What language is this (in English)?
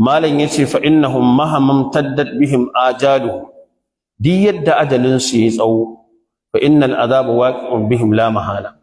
Hausa